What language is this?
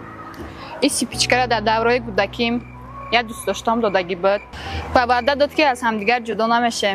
Tajik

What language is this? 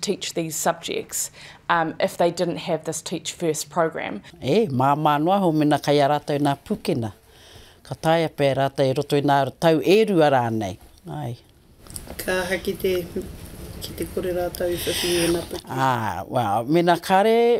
Māori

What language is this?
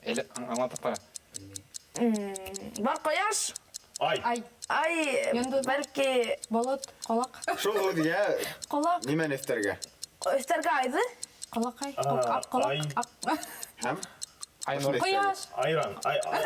Bashkir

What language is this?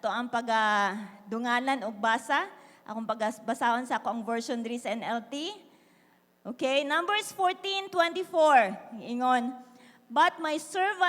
Cebuano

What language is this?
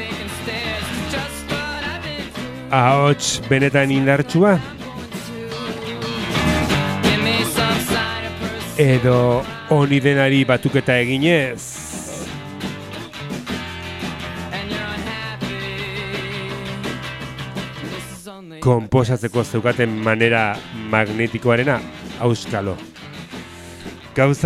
Basque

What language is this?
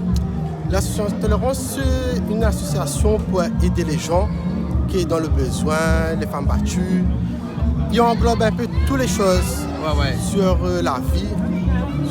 Réunion Creole French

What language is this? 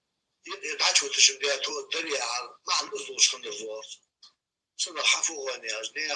Ingush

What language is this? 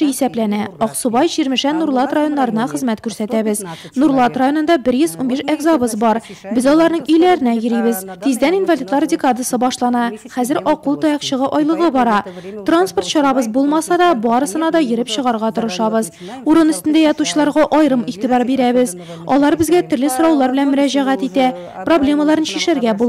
Tatar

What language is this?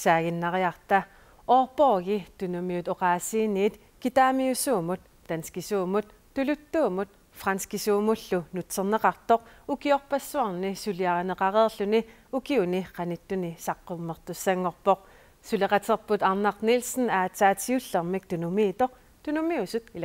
Kalaallisut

